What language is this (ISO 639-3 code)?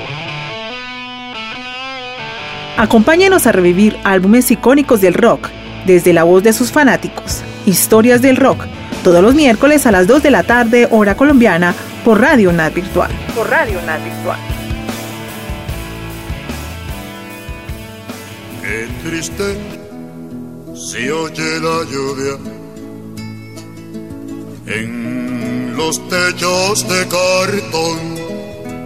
spa